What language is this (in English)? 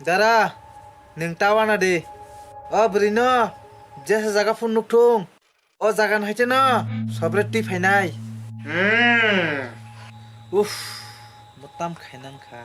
Kok Borok